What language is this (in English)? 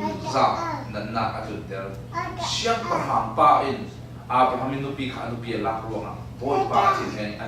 Falam Chin